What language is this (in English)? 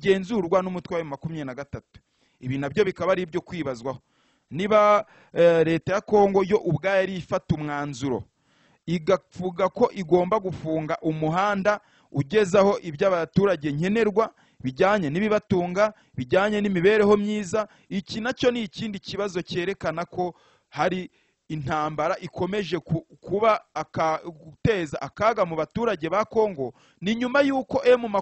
Kinyarwanda